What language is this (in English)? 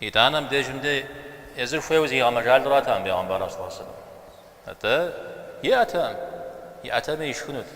Kabardian